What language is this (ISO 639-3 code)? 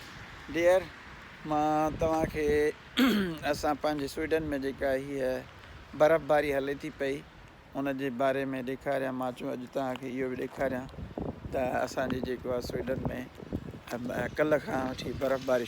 snd